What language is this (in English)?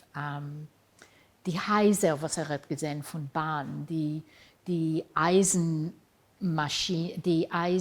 Yiddish